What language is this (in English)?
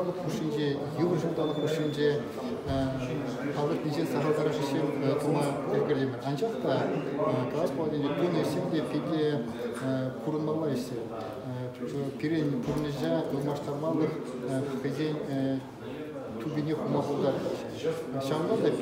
Chuvash